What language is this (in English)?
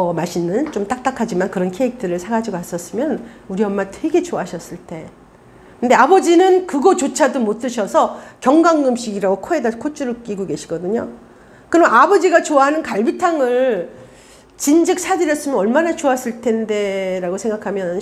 Korean